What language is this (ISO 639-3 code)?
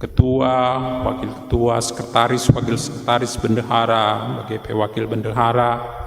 btx